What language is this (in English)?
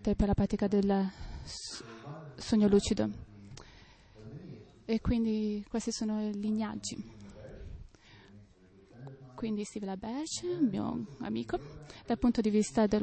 Italian